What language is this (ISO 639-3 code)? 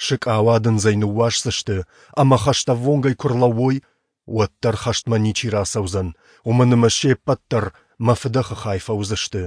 oss